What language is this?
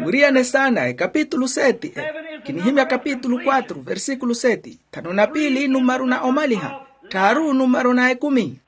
Makhuwa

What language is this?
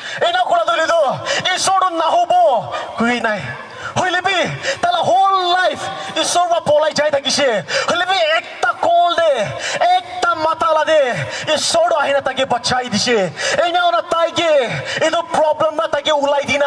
Naga Pidgin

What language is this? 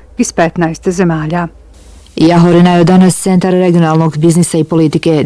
Bosnian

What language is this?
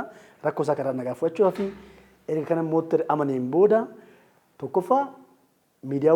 Oromo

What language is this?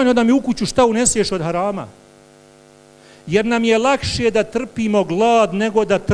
Bosnian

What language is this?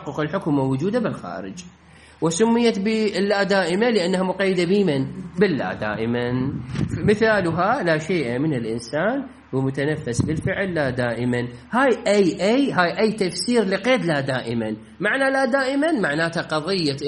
Mesopotamian Arabic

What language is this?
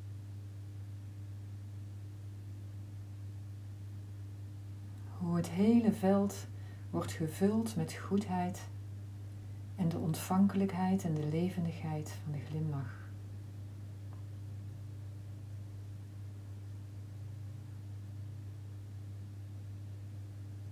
Dutch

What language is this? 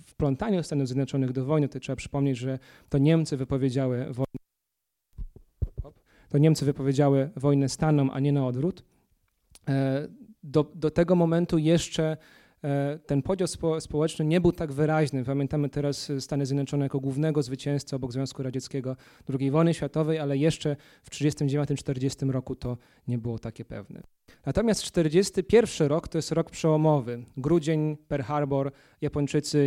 Polish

